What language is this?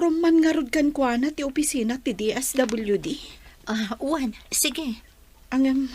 Iloko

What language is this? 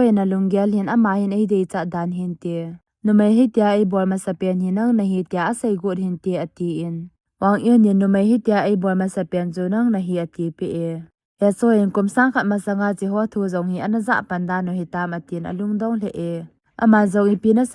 Thado Chin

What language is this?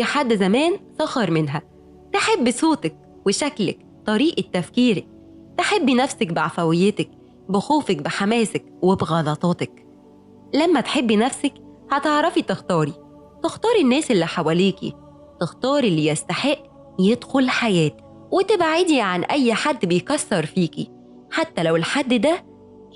Egyptian Arabic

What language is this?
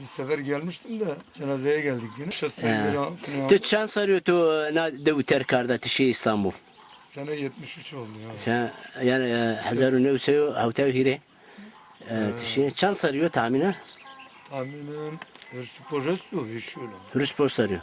Zaza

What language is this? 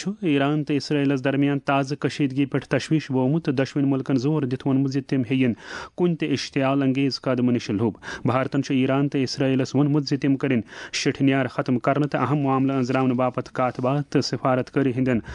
Kashmiri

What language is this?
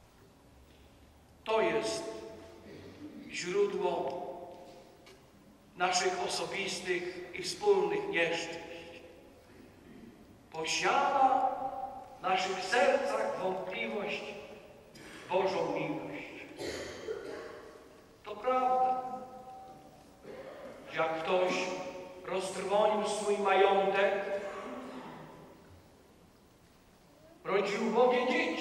Polish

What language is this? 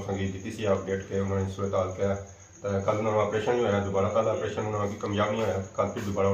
Pahari-Potwari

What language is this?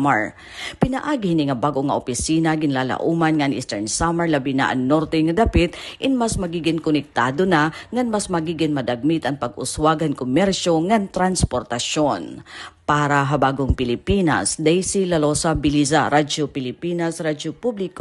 Waray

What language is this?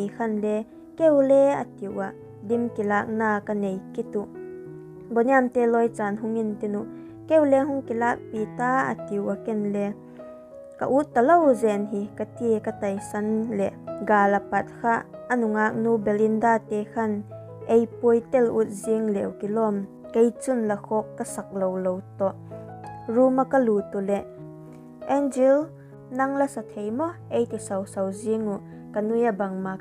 Vaiphei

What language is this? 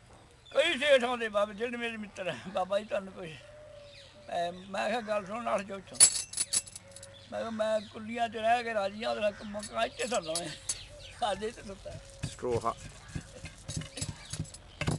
Punjabi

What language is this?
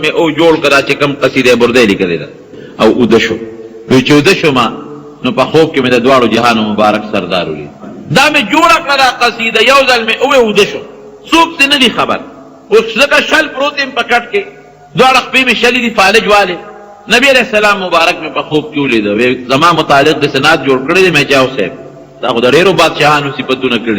Pashto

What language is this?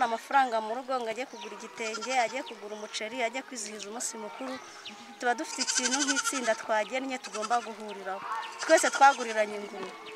Kinyarwanda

